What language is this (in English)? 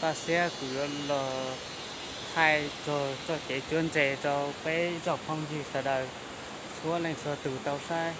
Hmong